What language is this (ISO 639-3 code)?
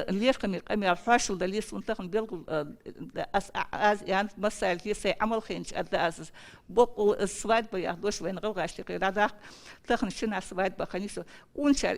inh